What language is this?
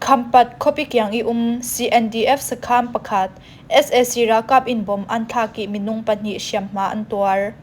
Falam Chin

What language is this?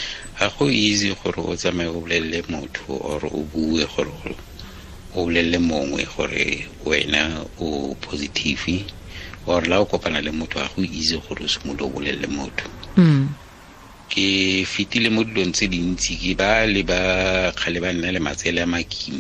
Tswana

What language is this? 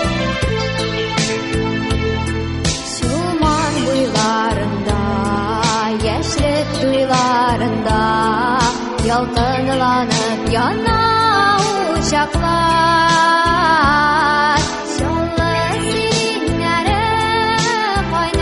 Tatar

